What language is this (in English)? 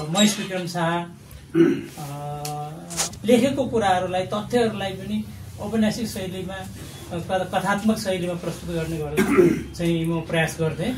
Nepali